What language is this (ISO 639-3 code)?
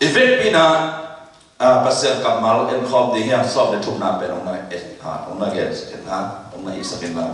ctd